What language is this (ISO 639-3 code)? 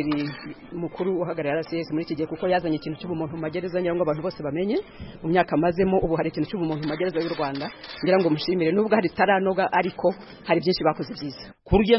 kin